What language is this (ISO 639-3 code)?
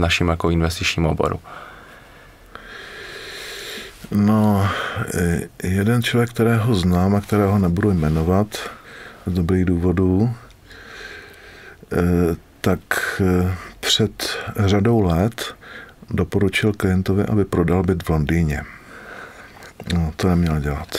ces